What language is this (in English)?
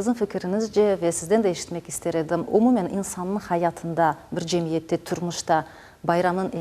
Crimean Tatar